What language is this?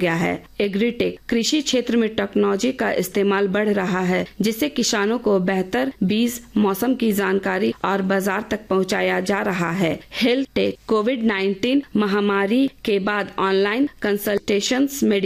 Hindi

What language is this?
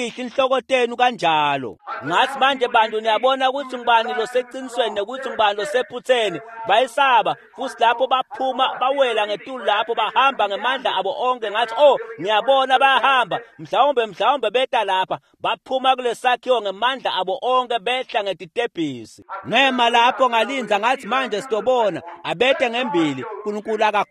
Swati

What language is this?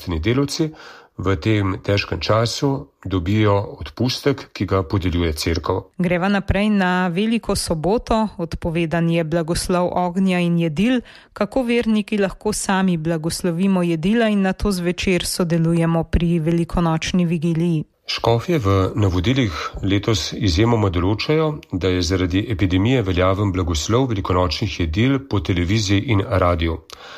Slovenian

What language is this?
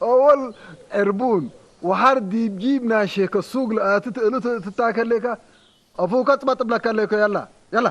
Tigre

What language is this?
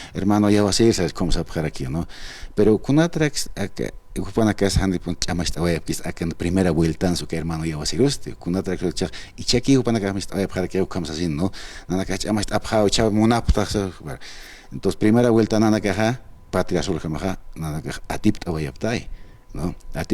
Aymara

